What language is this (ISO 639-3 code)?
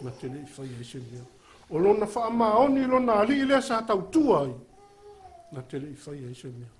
smo